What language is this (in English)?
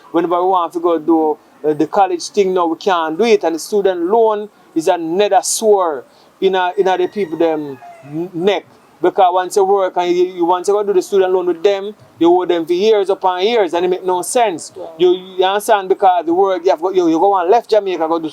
Jamaican Creole English